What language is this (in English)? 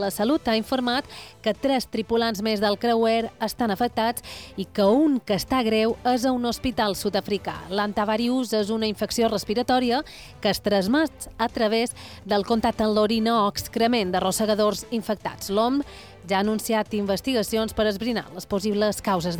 Catalan